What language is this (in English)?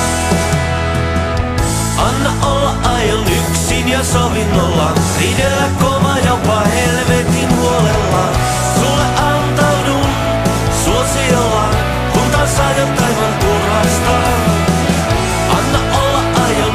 Finnish